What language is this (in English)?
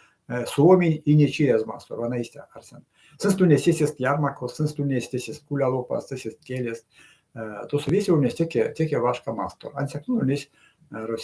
Erzya